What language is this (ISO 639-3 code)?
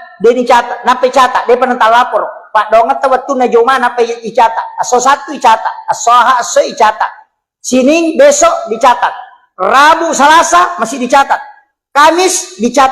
bug